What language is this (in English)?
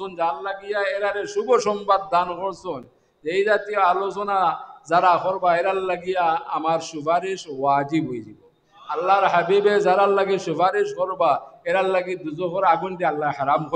Sylheti